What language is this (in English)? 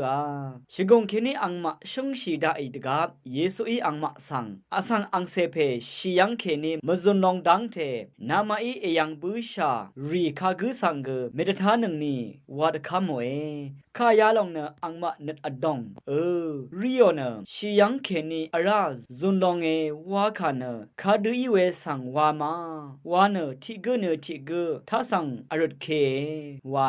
Rawang